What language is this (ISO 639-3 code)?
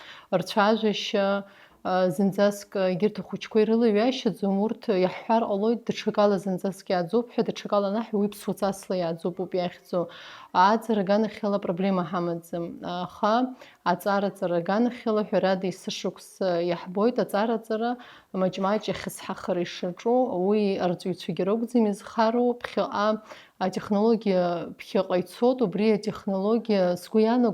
abk